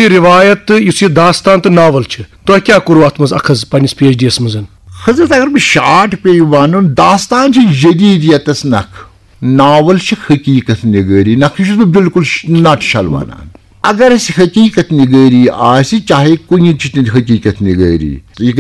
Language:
Kashmiri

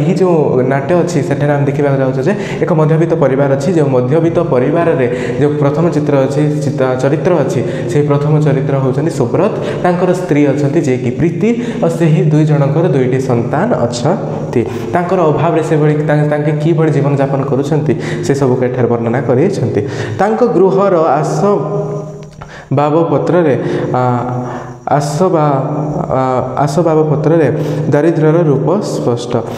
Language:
Odia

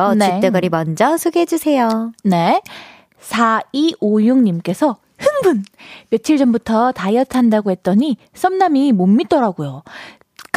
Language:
Korean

